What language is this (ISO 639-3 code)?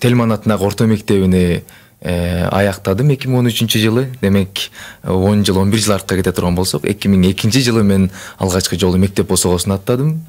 kir